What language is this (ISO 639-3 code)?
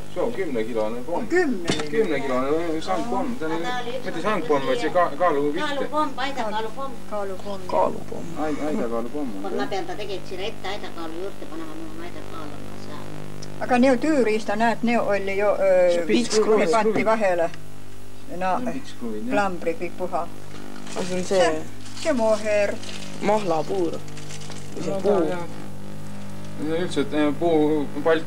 est